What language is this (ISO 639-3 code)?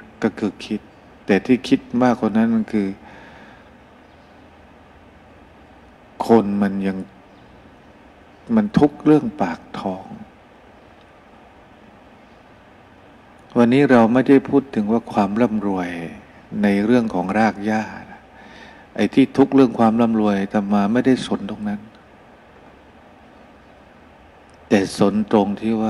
tha